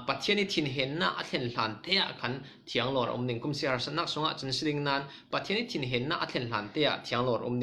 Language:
Falam Chin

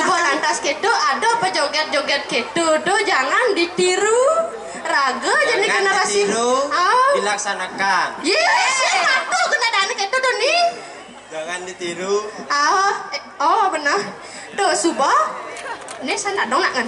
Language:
Balinese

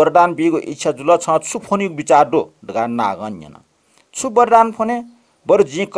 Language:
Newari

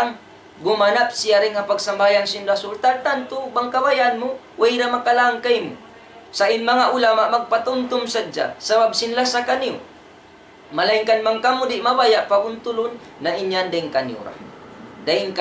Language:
Tausug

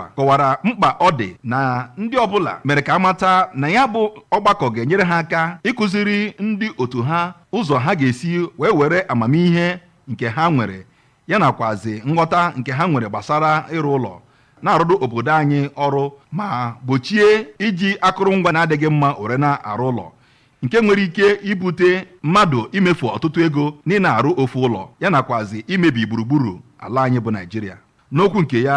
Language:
Igbo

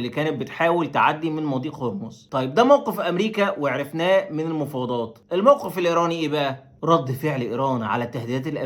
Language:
Egyptian Arabic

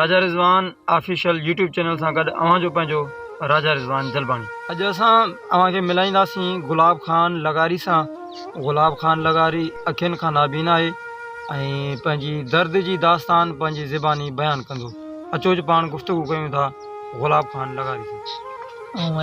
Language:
Sindhi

